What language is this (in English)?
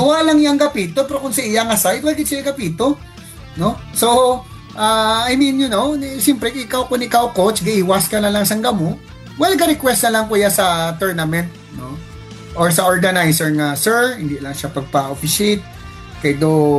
Hiligaynon